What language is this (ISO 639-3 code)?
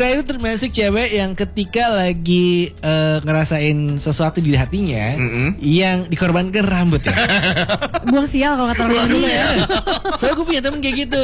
ind